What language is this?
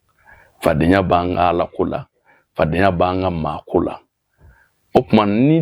Bambara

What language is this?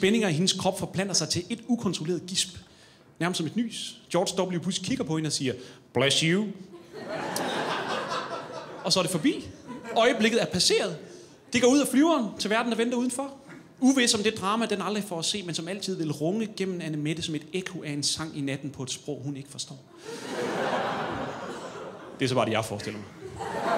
Danish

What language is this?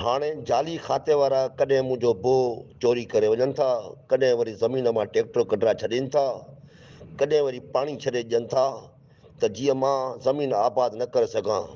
Sindhi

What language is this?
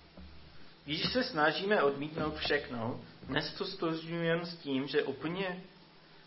Czech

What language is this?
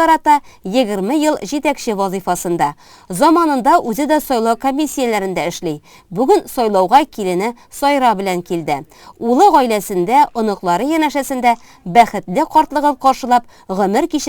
Tatar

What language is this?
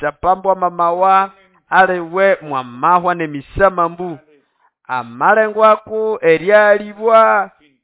Nande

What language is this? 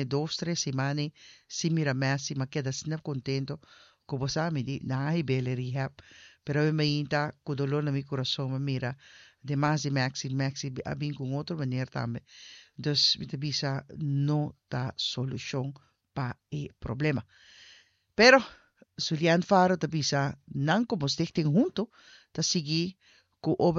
Papiamento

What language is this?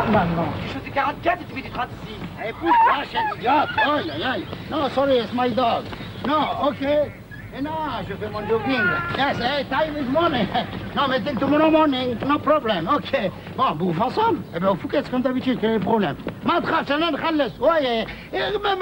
French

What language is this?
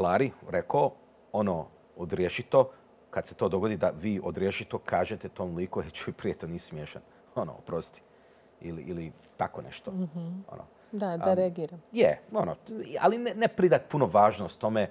Croatian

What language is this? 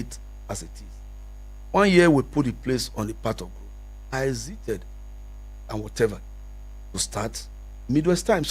Nigerian Pidgin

